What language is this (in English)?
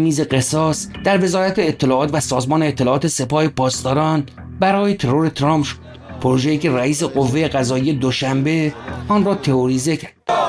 Persian